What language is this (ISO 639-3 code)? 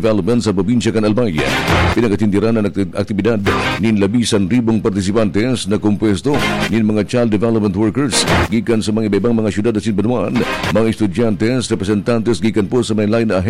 bik